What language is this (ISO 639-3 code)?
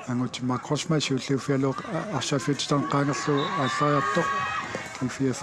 kal